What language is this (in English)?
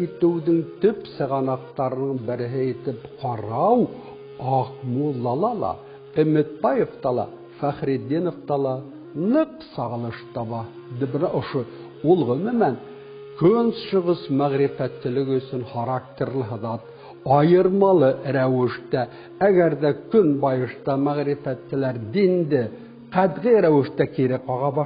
Bashkir